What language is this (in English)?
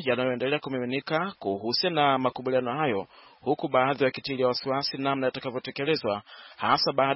Swahili